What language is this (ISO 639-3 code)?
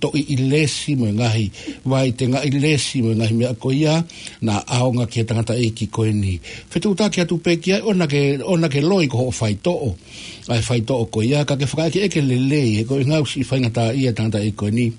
ton